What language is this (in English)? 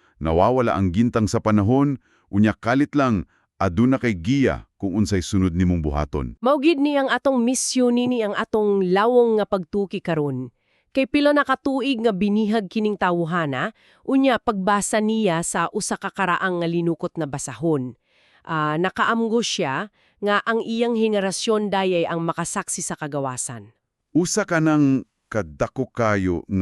Cebuano